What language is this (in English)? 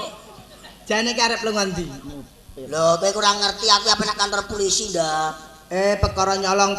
Javanese